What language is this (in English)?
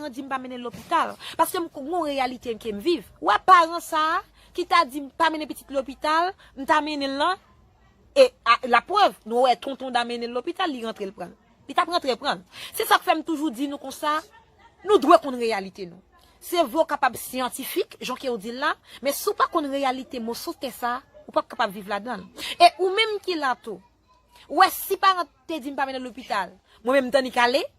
Haitian Creole